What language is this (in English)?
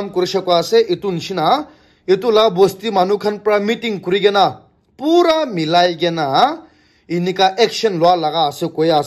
Naga Pidgin